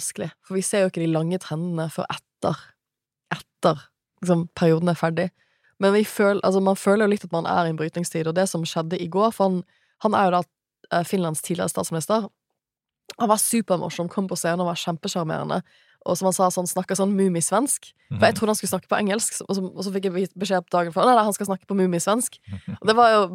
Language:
Norwegian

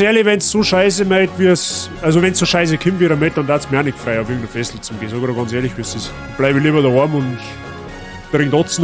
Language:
Bavarian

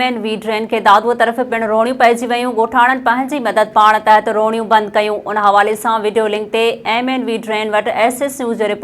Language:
Sindhi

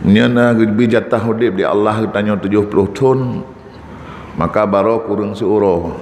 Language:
Achinese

